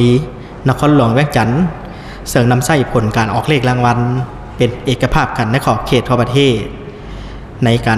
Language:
Lao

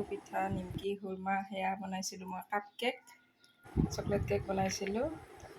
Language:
Assamese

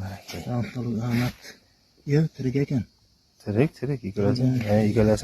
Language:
Uzbek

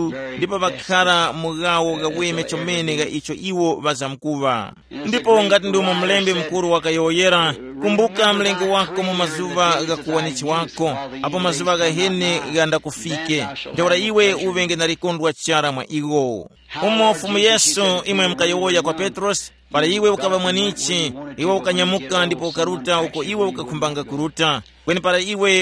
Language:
Tumbuka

